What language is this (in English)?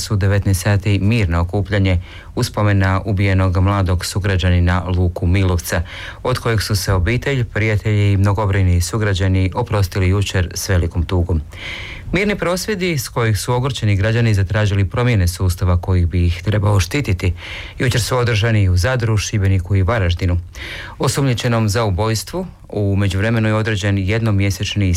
Croatian